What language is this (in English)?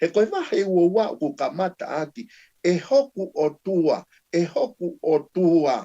Tongan